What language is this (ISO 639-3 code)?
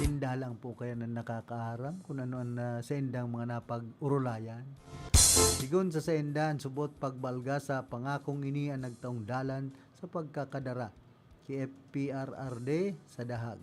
bik